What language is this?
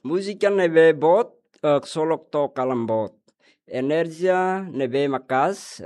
Tetum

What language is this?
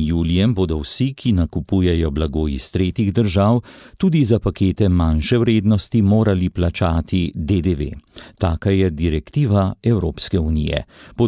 Slovenian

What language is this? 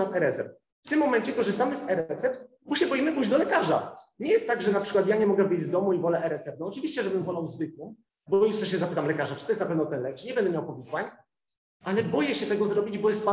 Polish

